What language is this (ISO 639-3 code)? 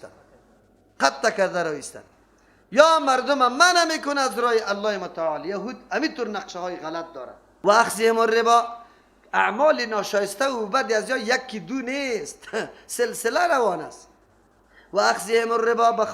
fas